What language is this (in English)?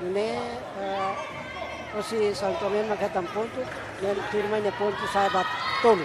Tetum